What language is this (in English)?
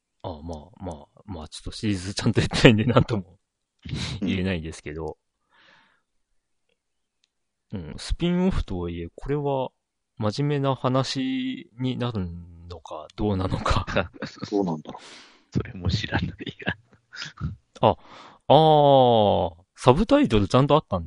Japanese